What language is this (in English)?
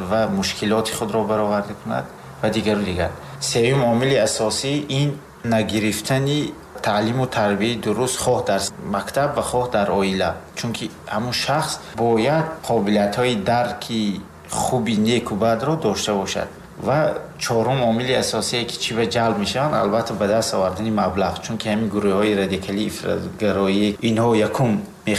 Tajik